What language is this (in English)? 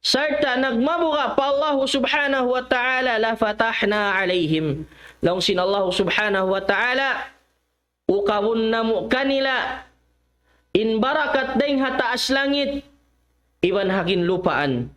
Tausug